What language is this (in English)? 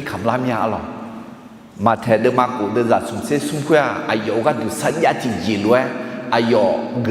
Akha